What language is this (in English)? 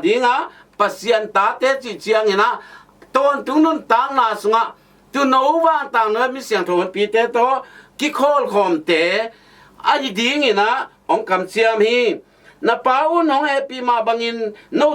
Tedim Chin